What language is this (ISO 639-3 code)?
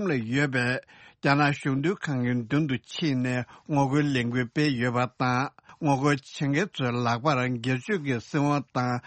bod